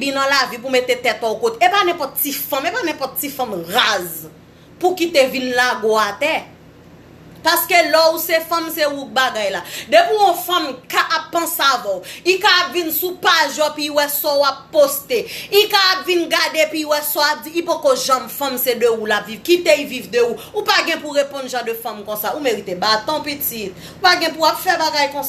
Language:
Haitian Creole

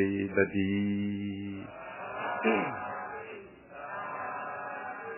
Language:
Burmese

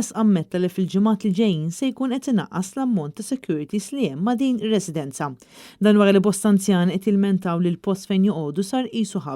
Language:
Maltese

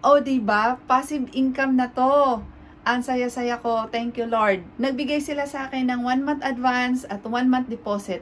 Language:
Filipino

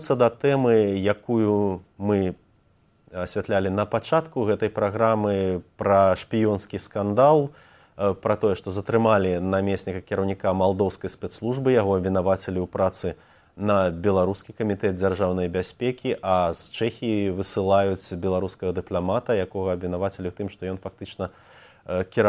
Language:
Belarusian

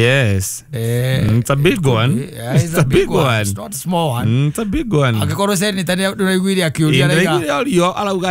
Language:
Kikuyu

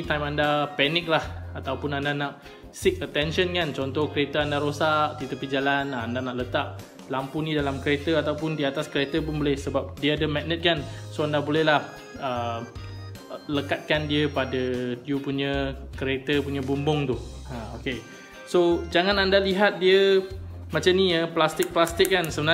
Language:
Malay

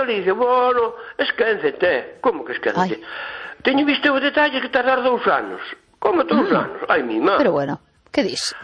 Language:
Galician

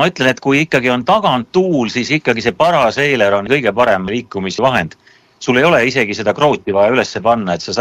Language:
Estonian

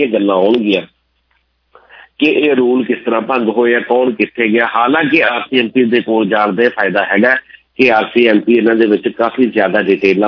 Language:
Punjabi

